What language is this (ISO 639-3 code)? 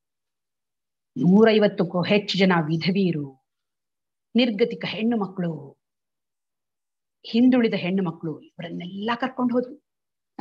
kan